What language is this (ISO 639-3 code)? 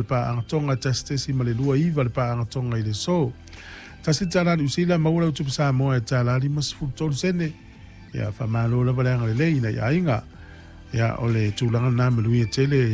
smo